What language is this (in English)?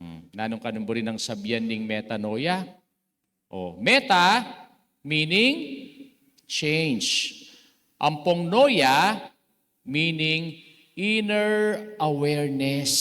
Pampanga